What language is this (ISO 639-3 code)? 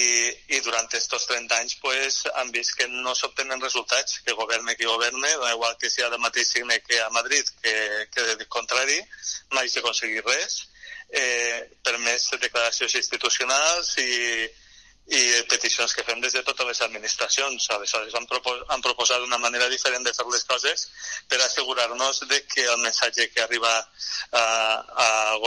cat